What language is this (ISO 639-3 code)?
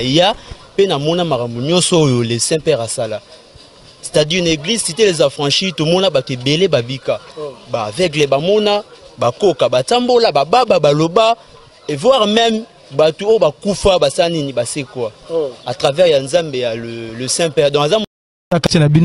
lin